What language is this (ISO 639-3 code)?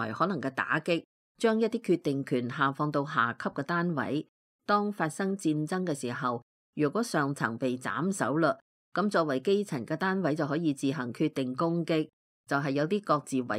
yue